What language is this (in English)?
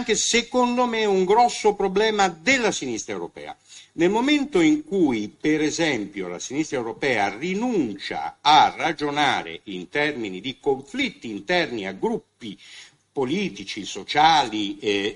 Italian